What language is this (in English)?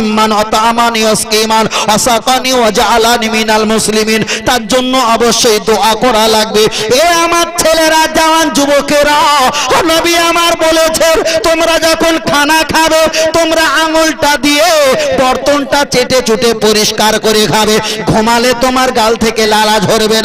Bangla